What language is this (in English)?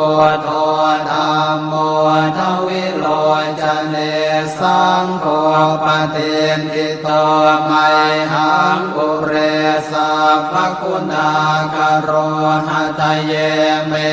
Pali